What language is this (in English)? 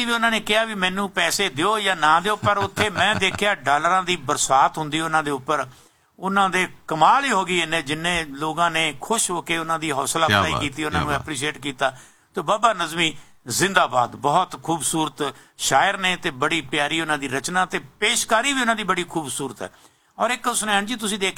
Punjabi